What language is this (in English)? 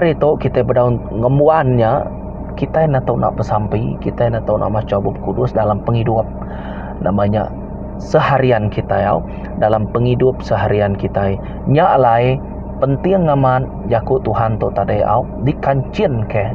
Iban